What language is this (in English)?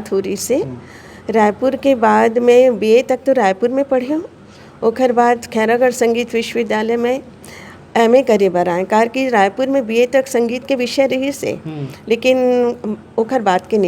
Chhattisgarhi